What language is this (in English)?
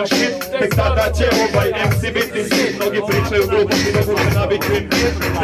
Serbian